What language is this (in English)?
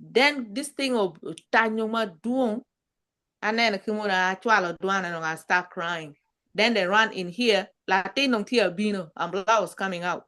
Acoli